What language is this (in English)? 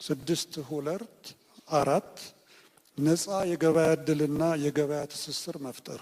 Amharic